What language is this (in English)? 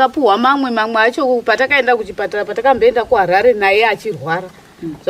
Shona